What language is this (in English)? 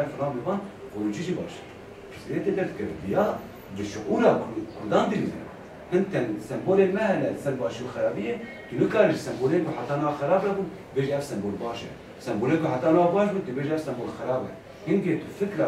Kurdish